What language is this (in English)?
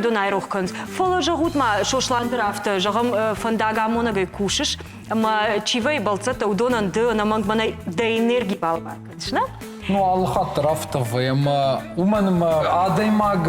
Ossetic